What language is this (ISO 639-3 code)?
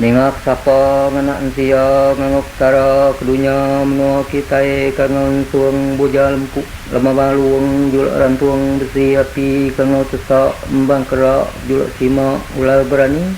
iba